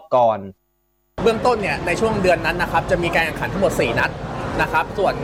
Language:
Thai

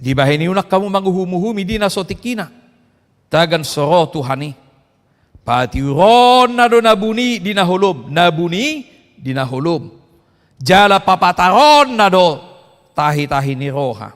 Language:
Batak Toba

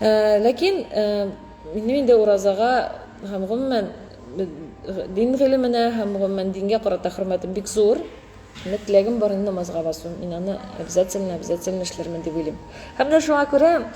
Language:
Tatar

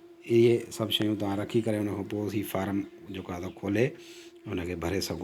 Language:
Sindhi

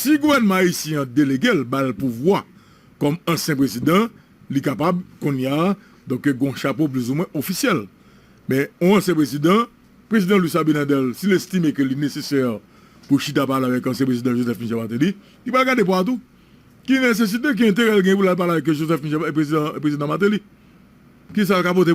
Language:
Haitian Creole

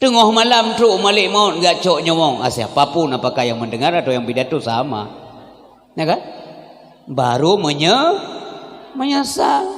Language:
Achinese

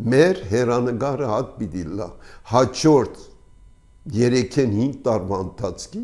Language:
Armenian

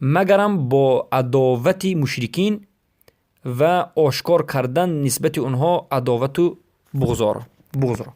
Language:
Persian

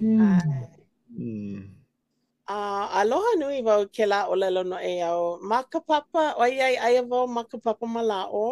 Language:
Hawaiian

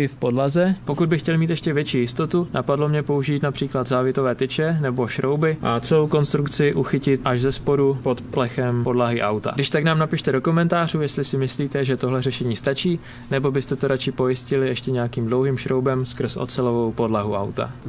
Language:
Czech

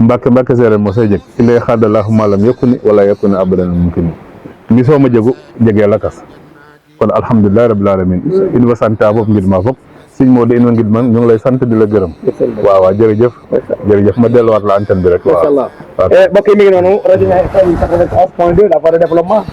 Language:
Wolof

